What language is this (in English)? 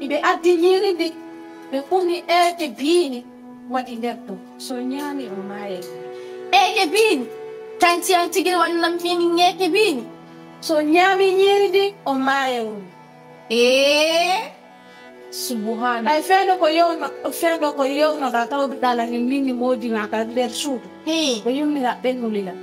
Pular